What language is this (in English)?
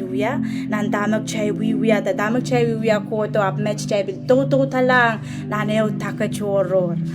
Pohnpeian